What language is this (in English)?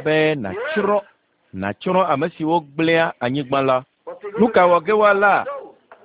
Ewe